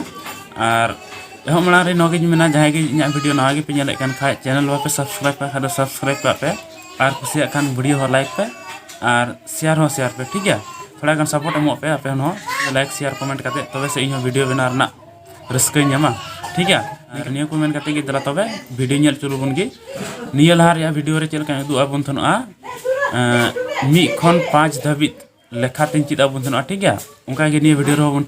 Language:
Santali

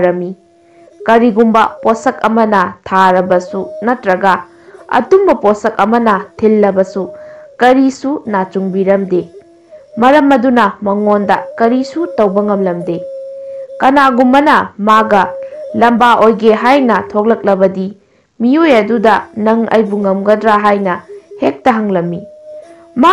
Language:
Manipuri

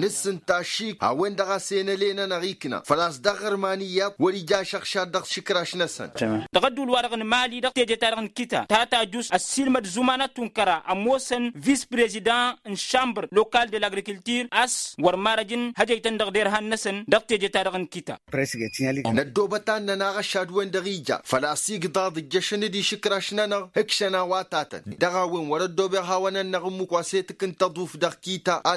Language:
Tamasheq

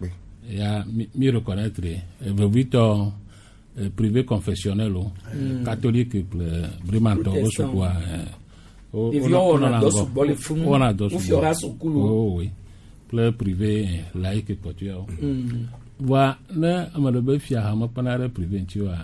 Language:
Gen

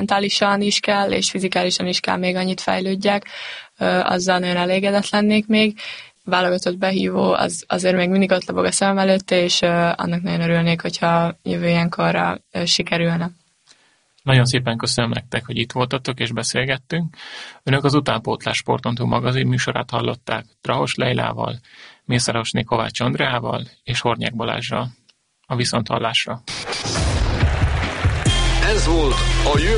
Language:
Hungarian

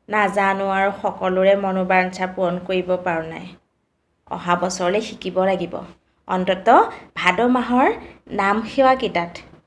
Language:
Assamese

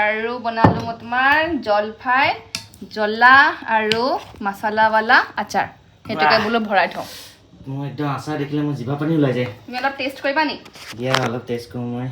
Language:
Assamese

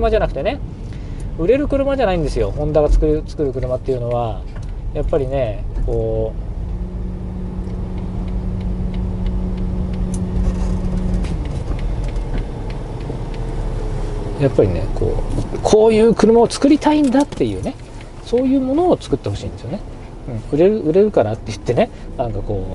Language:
Japanese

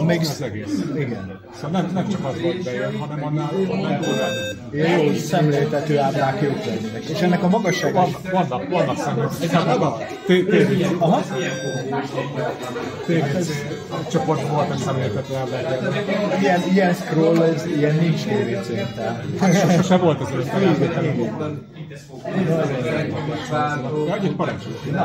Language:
Hungarian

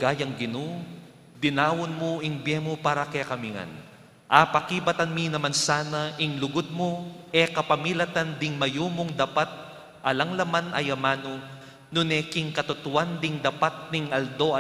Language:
Pampanga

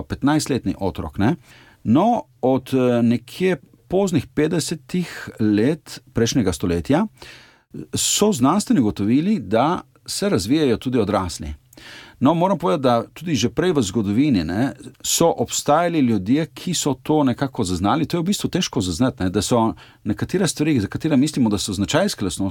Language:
Slovenian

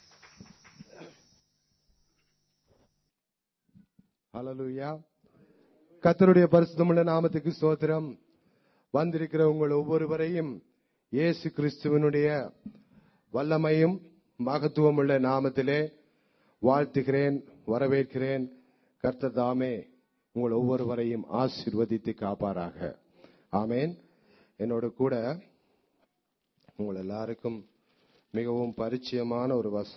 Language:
Tamil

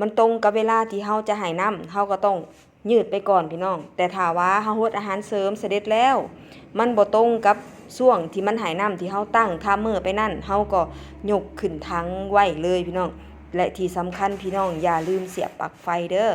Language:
Northeastern Thai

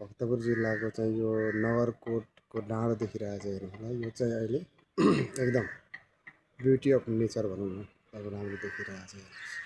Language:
Nepali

